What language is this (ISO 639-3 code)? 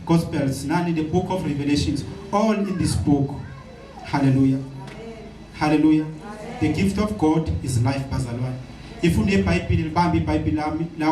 zul